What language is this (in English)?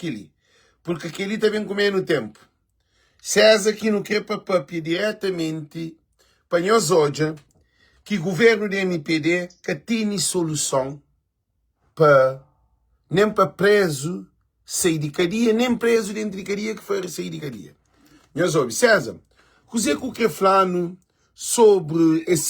Kabuverdianu